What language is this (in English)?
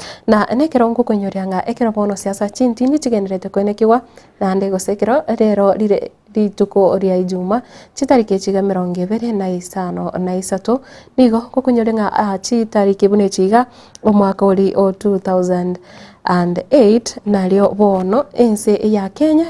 Gusii